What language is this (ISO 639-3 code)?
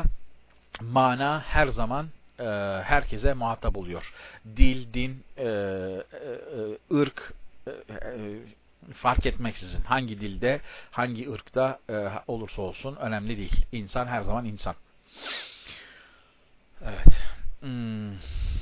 tur